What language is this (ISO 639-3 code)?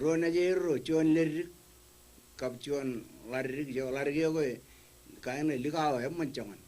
mah